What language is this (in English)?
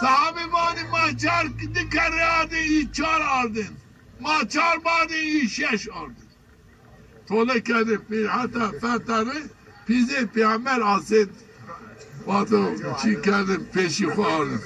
Zaza